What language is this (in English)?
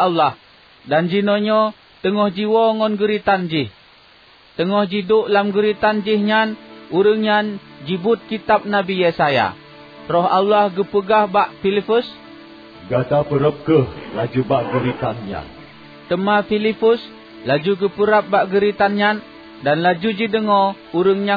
Achinese